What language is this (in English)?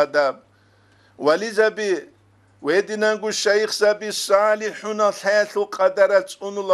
Avaric